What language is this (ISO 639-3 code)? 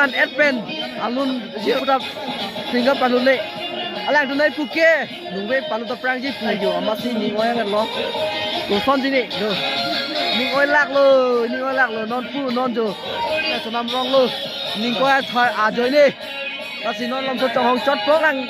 mjw